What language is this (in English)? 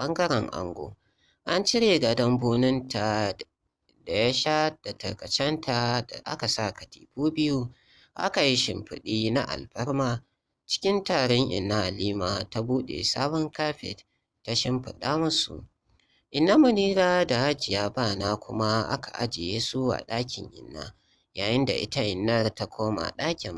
Hausa